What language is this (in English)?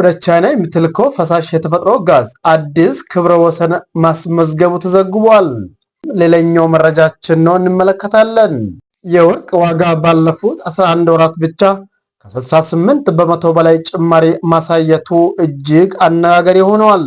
Amharic